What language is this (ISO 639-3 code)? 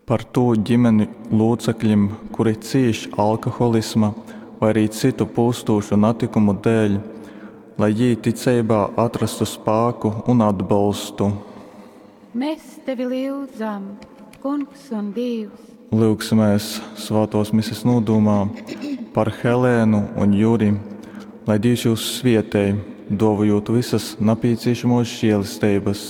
ltg